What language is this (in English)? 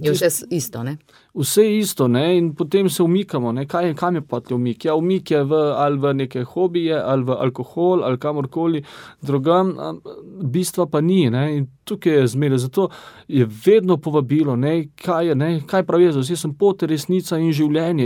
Slovenian